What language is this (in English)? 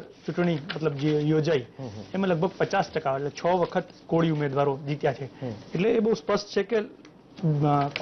Gujarati